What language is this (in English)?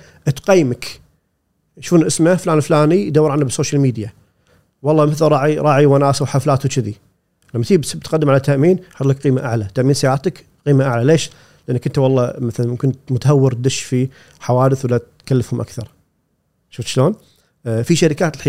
Gulf Arabic